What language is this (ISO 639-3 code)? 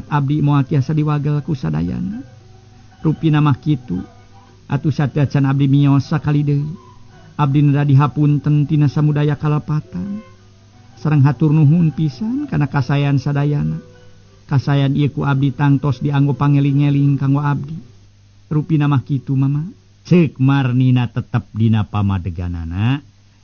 sun